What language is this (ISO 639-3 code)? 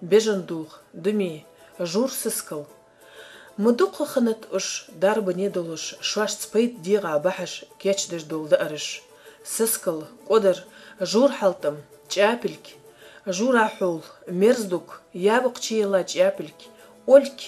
inh